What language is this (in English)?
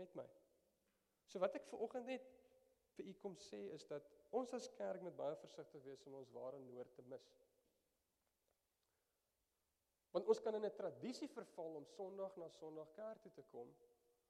Afrikaans